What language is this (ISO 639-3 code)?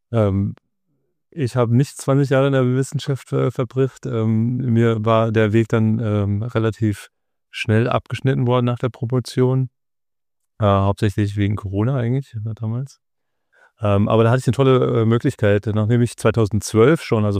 deu